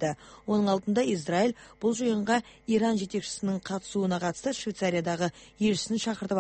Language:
Kazakh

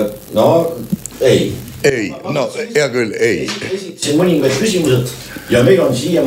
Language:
Estonian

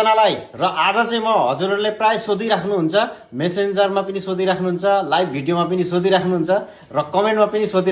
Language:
Nepali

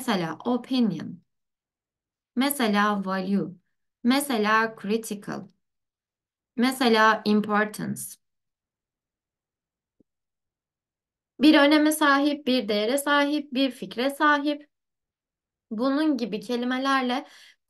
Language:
Turkish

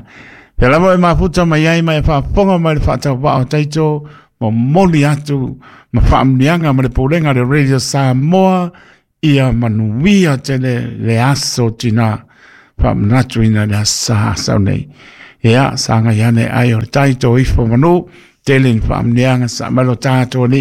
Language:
Samoan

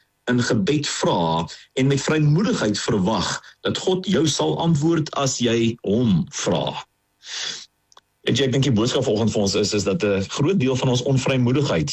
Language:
Afrikaans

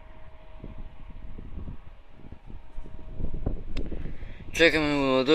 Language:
Bulgarian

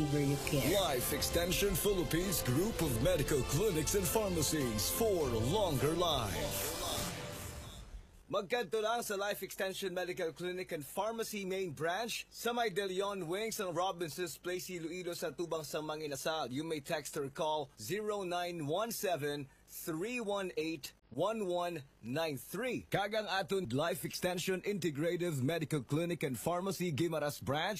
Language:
Hiligaynon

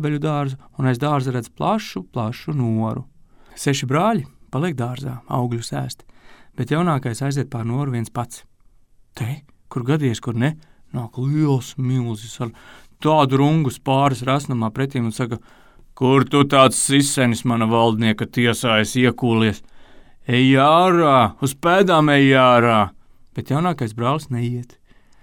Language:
Latvian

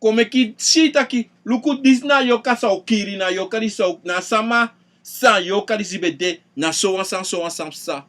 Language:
Sranan Tongo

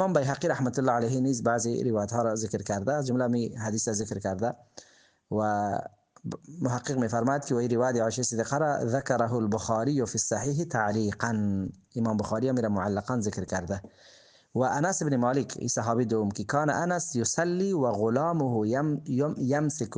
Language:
Persian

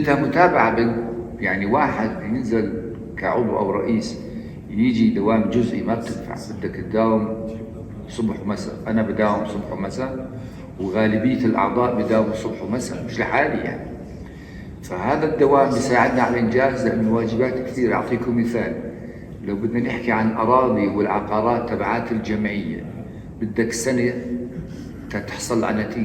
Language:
North Levantine Arabic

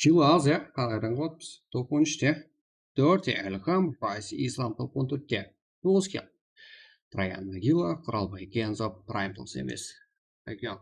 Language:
Kara-Kalpak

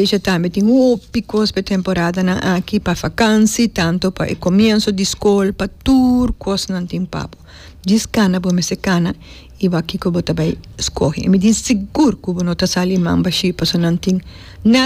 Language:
Papiamento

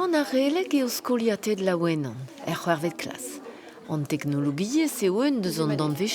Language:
Breton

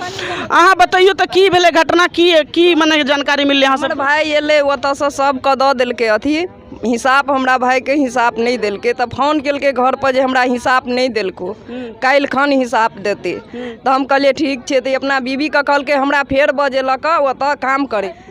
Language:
Maithili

